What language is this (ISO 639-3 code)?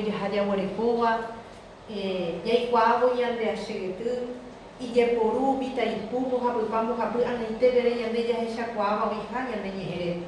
grn